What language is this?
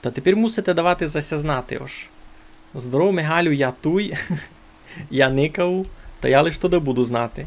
Rusyn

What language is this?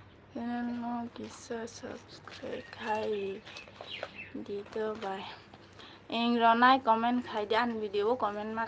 Kok Borok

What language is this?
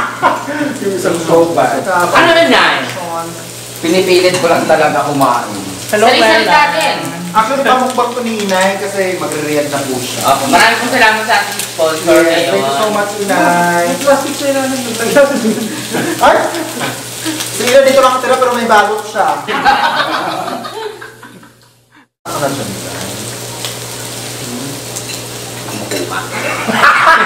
Filipino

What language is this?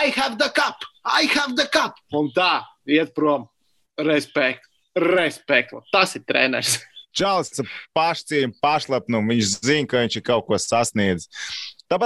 Latvian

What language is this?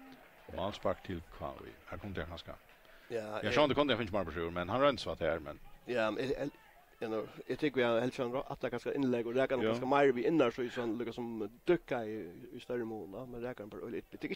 Faroese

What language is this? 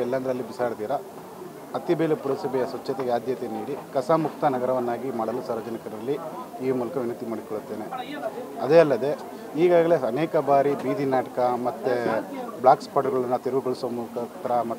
Kannada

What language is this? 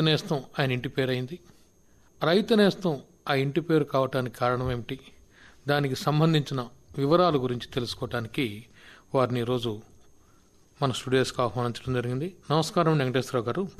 Telugu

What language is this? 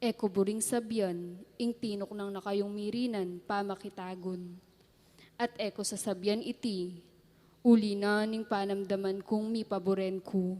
Pampanga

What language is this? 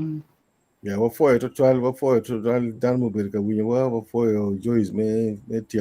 Acoli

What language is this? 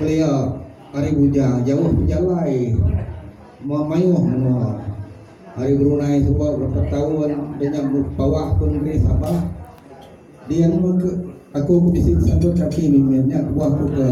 Iban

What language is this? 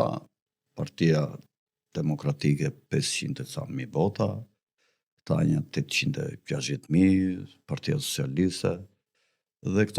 Albanian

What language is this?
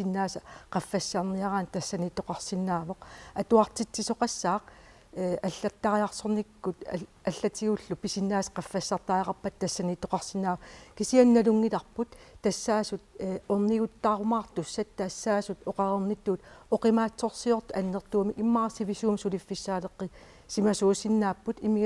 Kalaallisut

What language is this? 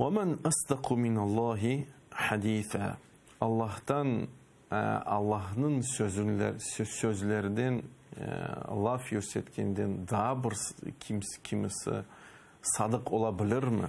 Crimean Tatar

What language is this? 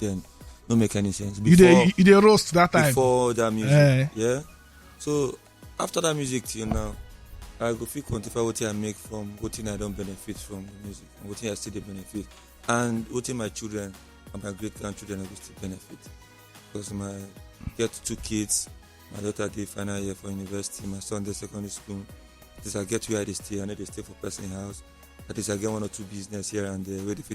Nigerian Pidgin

